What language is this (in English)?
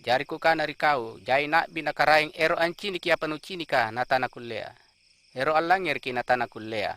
Makasar